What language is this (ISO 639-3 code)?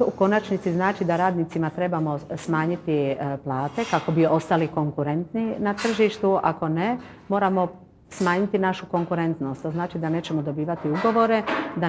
bos